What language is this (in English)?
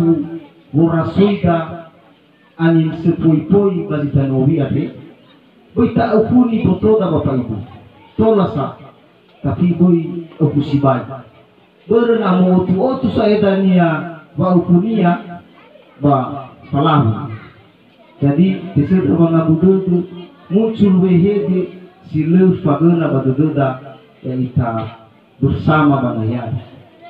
Nias